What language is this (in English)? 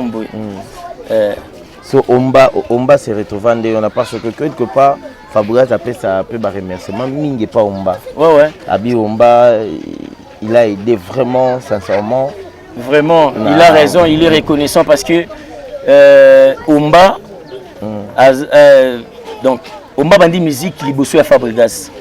Lingala